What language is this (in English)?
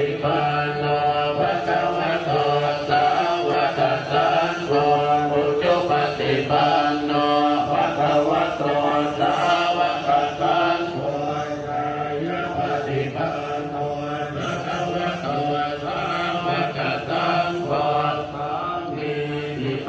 Pali